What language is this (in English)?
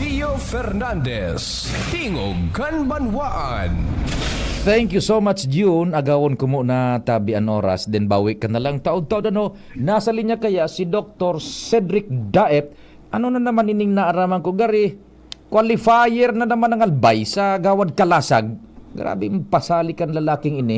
Bikol